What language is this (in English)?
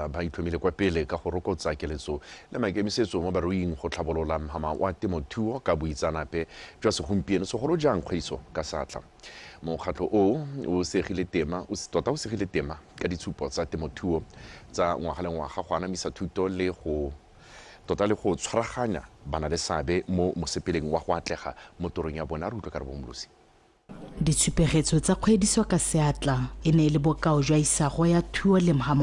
Tswana